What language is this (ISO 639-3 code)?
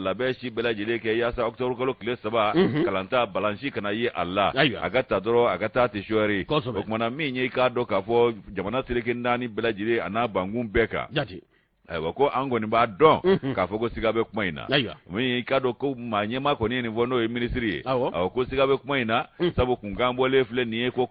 bam